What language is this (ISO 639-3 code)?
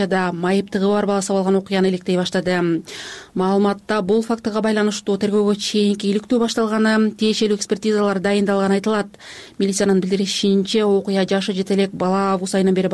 kir